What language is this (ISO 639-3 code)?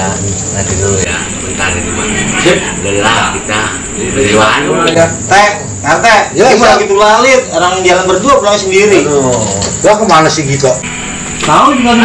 bew